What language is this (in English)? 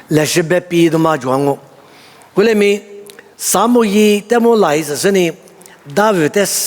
Lisu